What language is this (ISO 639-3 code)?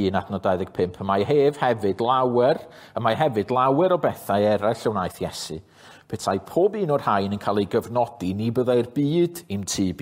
cym